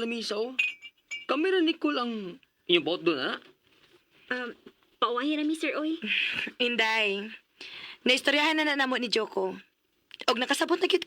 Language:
Cebuano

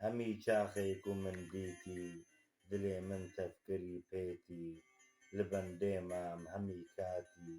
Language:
Kurdish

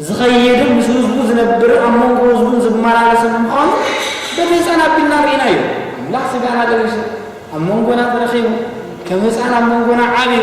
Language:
Tigrinya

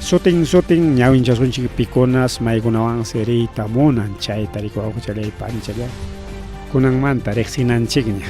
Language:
Ayacucho Quechua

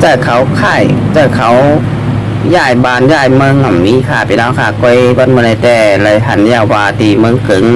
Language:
Shan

